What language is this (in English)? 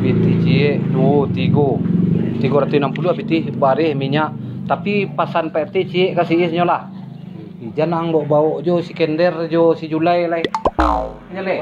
Minangkabau